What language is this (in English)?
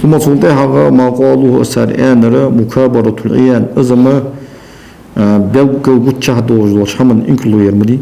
Ingush